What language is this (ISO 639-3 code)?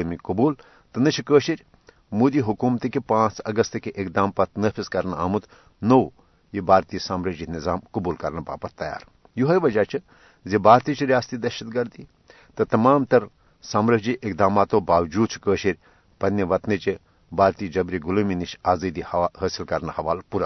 kas